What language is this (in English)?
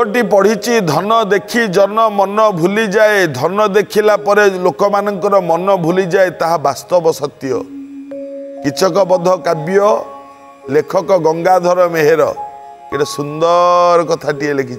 Odia